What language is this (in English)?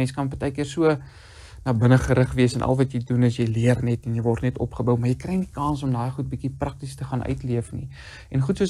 Afrikaans